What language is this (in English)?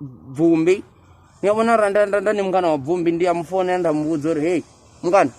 Venda